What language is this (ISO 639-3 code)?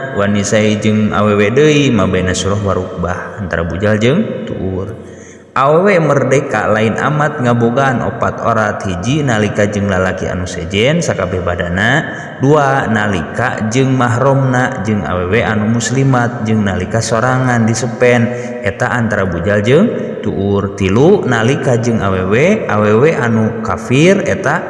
sun